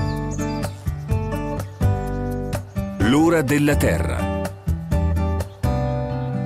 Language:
Italian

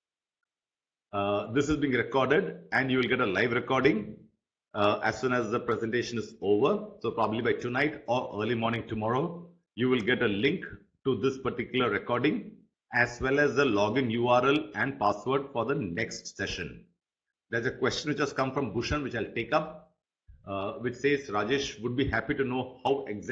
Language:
English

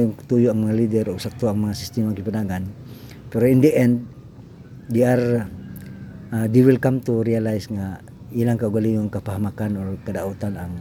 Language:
Cebuano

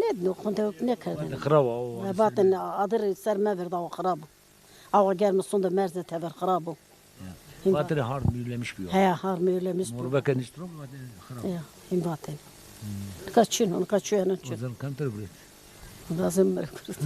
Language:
Zaza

